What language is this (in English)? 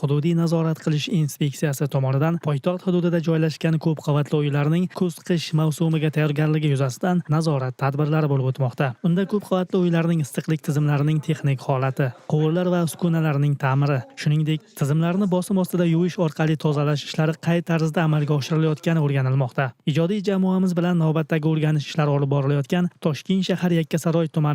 Uzbek